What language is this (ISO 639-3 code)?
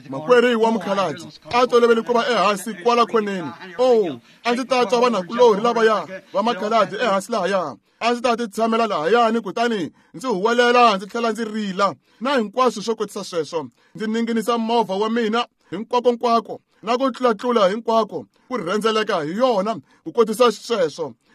tso